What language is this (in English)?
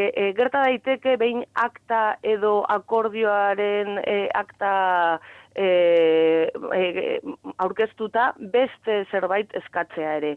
Basque